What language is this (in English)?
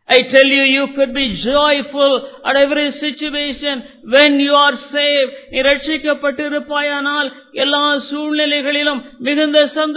Tamil